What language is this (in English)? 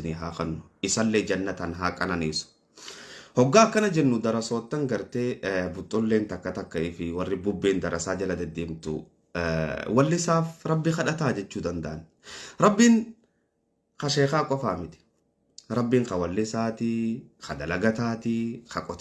Oromo